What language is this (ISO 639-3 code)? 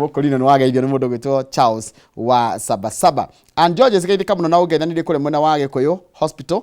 kik